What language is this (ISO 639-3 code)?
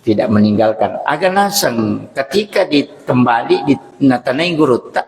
bug